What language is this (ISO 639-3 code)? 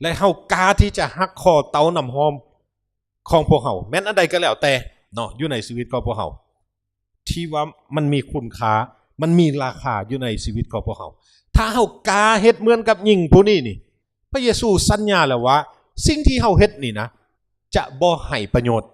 lao